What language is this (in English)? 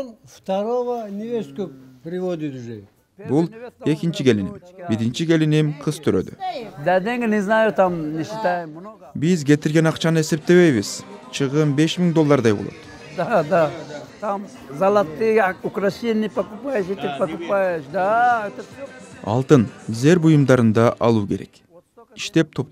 Kyrgyz